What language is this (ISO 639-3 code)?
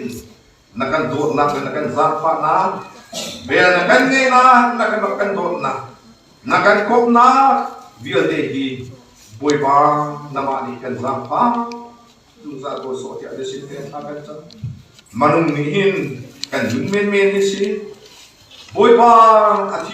cnh